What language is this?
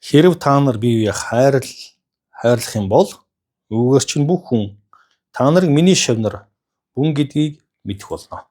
Mongolian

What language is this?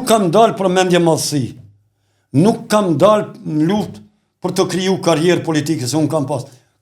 Albanian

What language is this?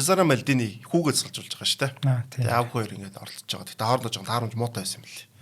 Mongolian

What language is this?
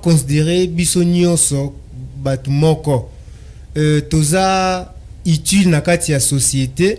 Lingala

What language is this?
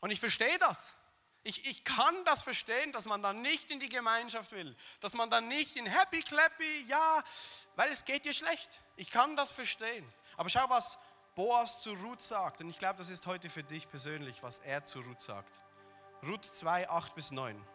Swiss German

